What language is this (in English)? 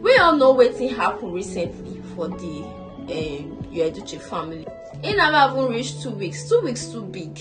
Nigerian Pidgin